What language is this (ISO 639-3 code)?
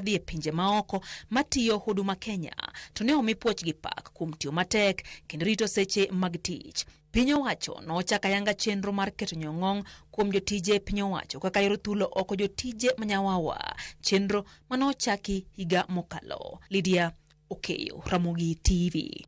luo